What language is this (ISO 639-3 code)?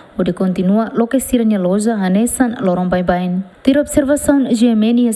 tet